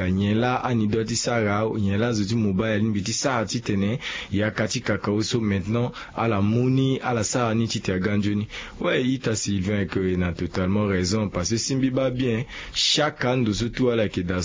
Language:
Sango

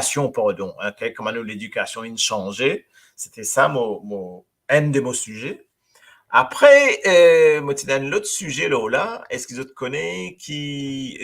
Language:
Morisyen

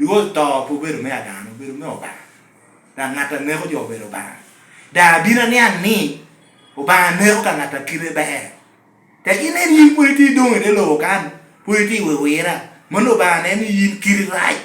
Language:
Lango (Uganda)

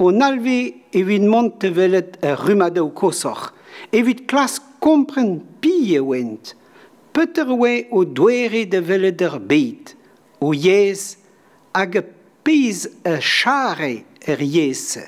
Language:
Breton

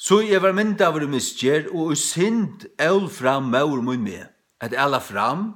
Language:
Faroese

